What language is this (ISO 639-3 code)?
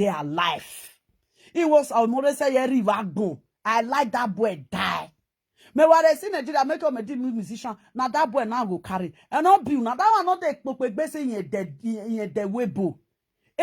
pcm